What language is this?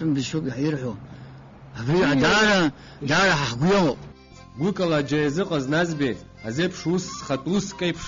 Abkhazian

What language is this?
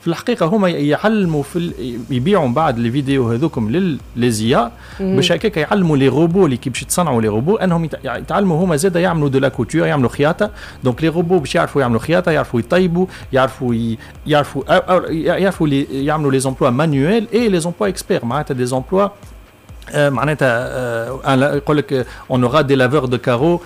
Tunisian Arabic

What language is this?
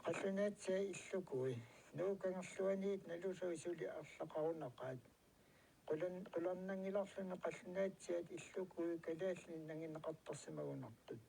Kalaallisut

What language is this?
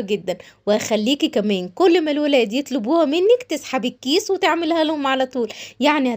Egyptian Arabic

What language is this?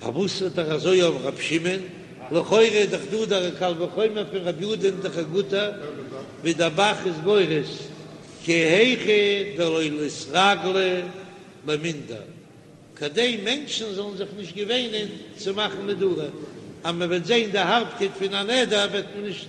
Yiddish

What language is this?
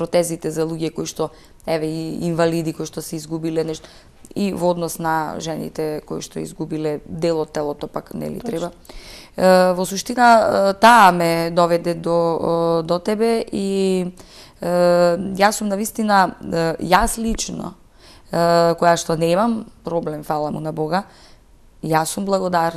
Macedonian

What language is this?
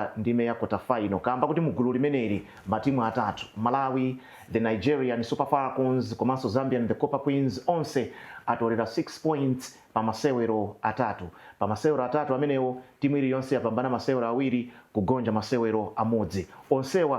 Nyanja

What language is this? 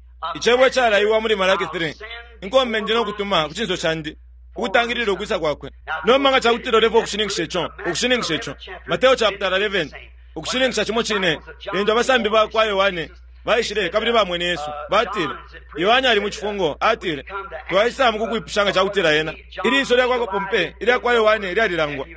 Bemba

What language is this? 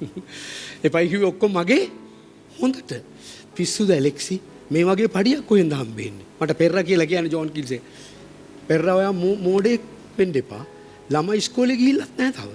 Sinhala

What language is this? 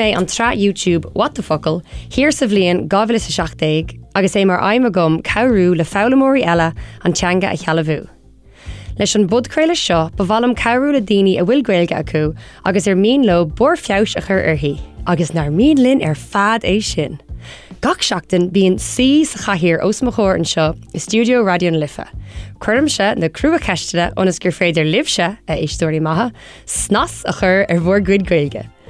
Irish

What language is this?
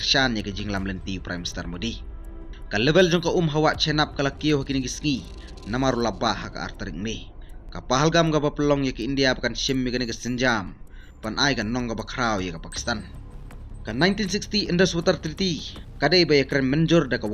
Khasi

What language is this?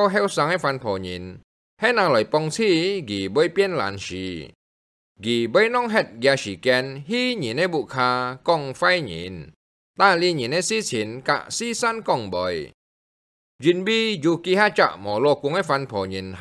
Hakka Chinese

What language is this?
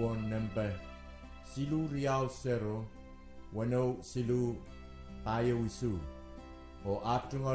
Pohnpeian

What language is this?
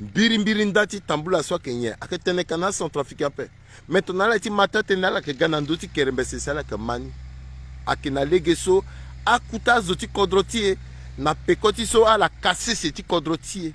Sango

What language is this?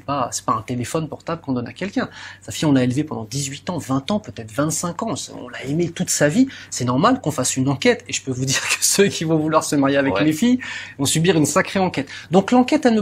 French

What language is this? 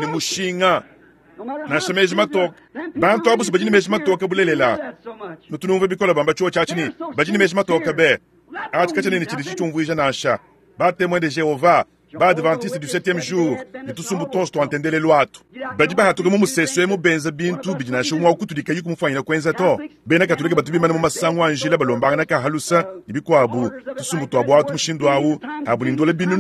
Luba-Lulua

